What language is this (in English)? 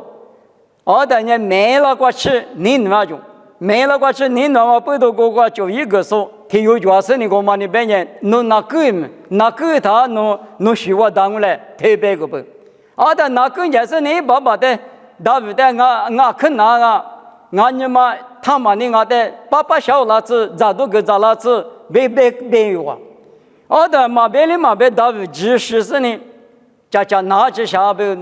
Lisu